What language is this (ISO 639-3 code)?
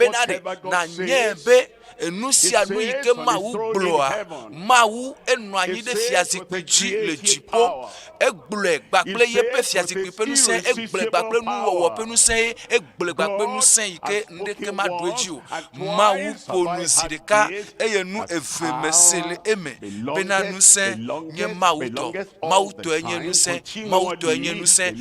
ewe